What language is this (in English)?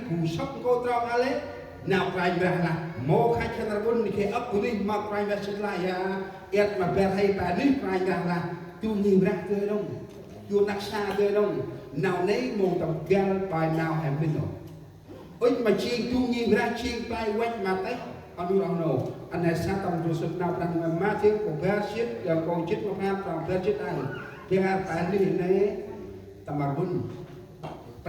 Central Mnong